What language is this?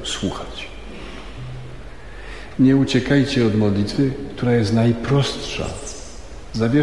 Polish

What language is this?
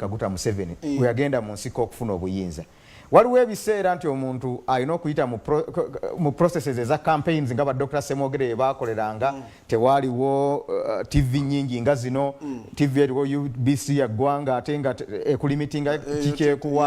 Soga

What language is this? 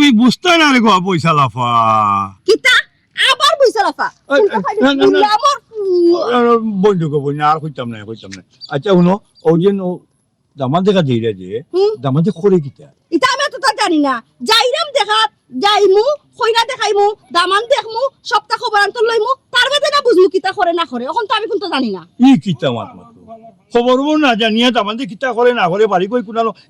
Sylheti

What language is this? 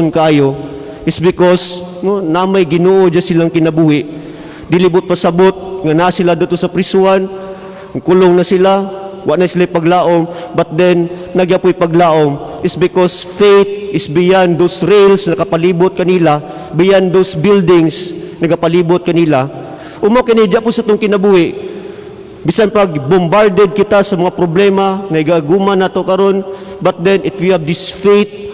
Cebuano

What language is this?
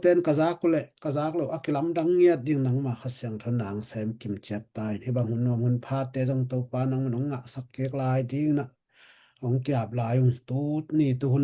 Tedim Chin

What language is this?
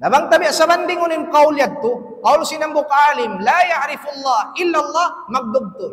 Tausug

